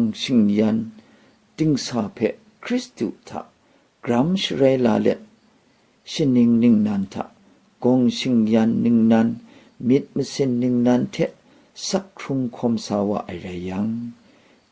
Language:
Kachin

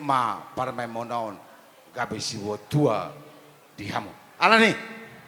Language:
Batak Toba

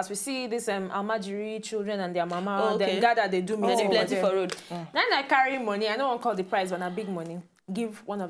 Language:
Nigerian Pidgin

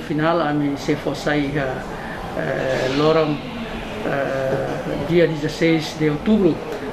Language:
Tetum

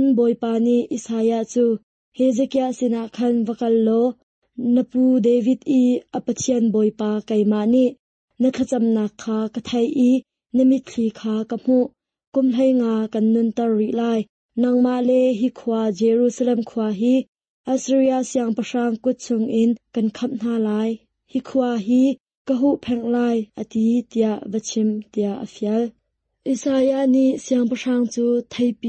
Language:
Hakha Chin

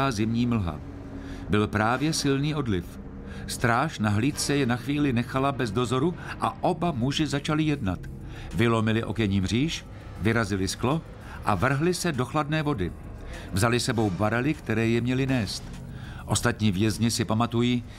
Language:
Czech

